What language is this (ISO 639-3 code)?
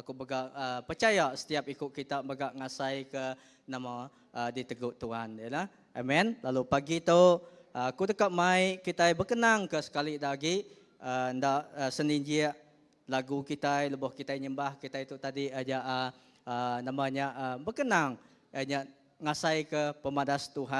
iba